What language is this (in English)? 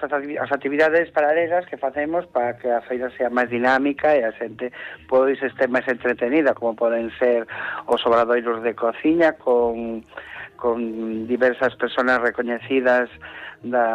Galician